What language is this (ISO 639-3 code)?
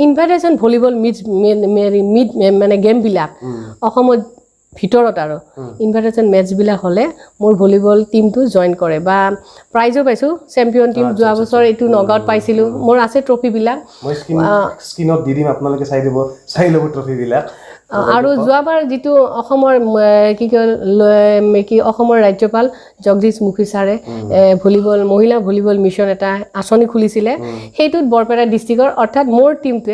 asm